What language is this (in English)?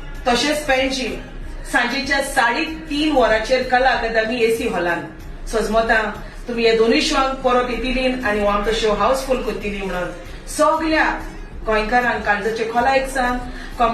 Konkani